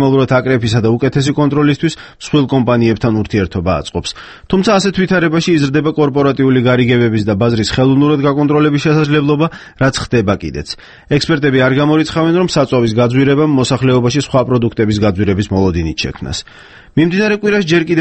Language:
Georgian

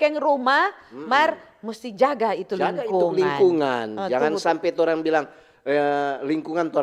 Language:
Manado Malay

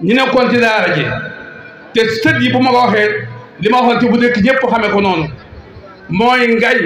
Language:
Wolof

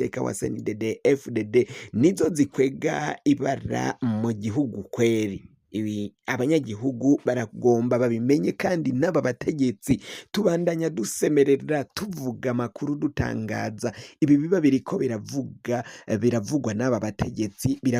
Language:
Rundi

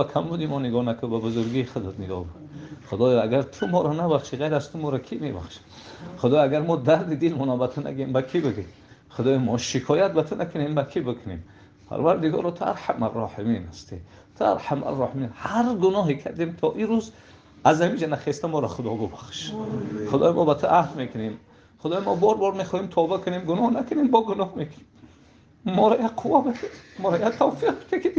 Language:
Tajik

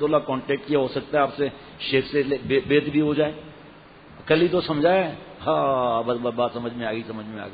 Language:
Urdu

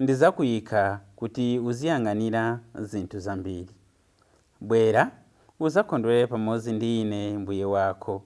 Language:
Nyanja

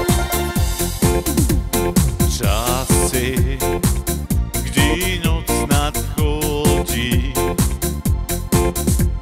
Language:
Polish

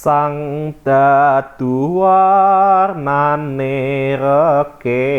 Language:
Javanese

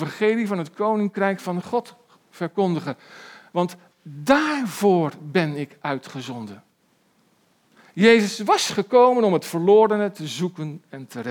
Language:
Dutch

